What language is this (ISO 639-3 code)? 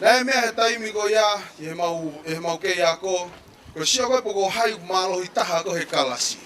ton